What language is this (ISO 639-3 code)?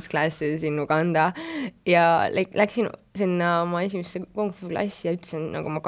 est